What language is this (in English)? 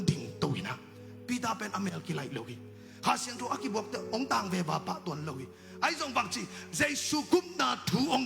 Tedim Chin